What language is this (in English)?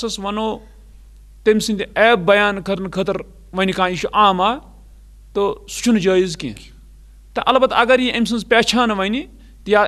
Kashmiri